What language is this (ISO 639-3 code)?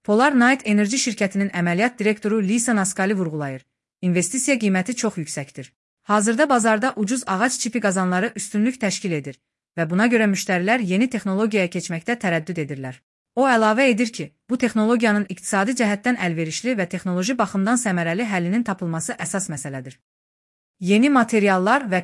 aze